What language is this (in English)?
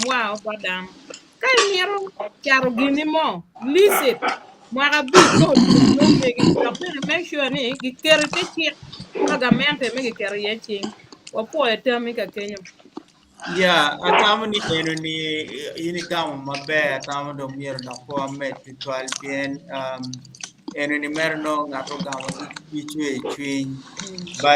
Acoli